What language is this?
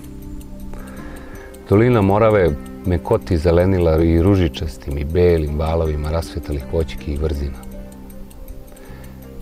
Serbian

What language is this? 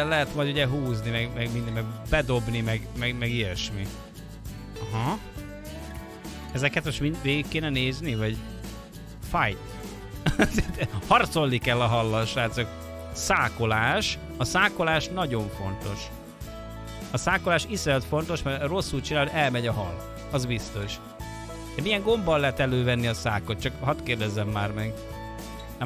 Hungarian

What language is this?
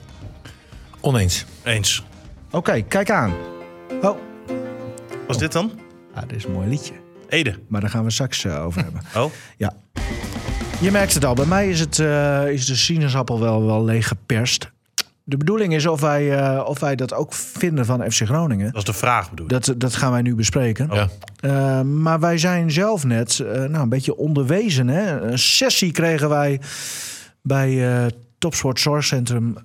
Dutch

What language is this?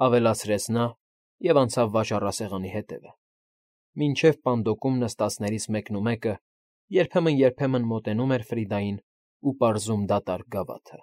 Armenian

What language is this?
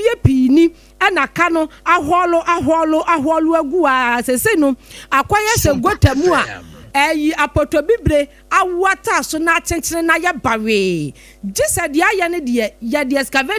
Akan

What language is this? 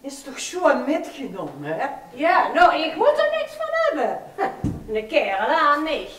Limburgish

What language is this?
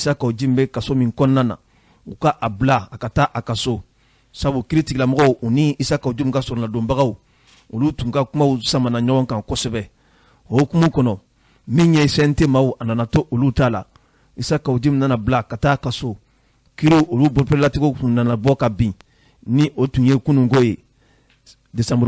Bambara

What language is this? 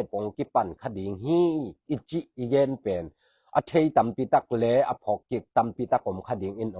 Tedim Chin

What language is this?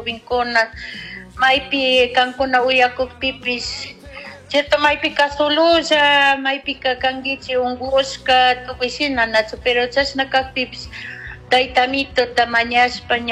Chimborazo Highland Quichua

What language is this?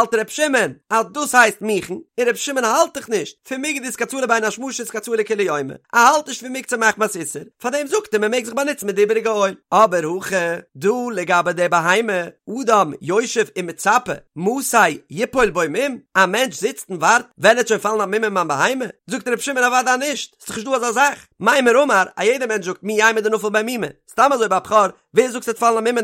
Yiddish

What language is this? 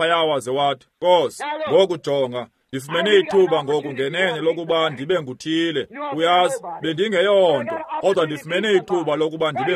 Xhosa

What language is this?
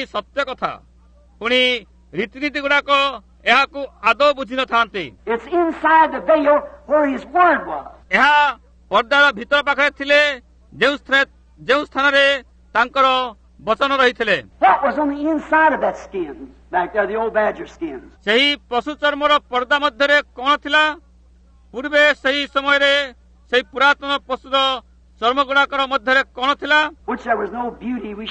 Odia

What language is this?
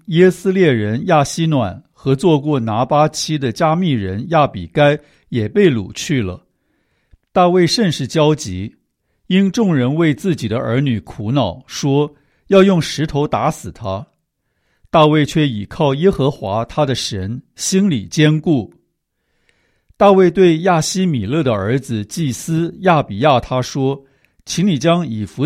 Chinese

